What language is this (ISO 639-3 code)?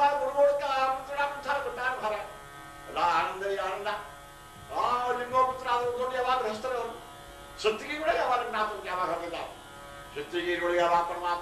kan